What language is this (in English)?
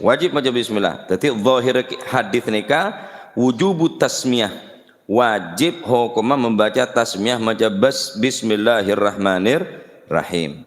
Madurese